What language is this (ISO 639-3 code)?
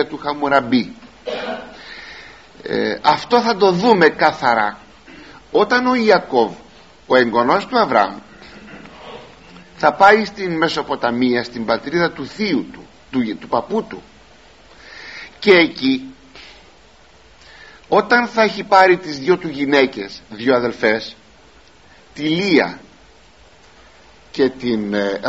ell